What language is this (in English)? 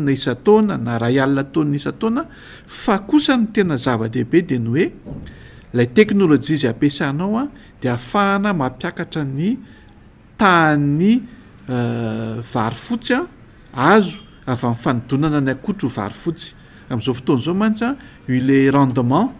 Malagasy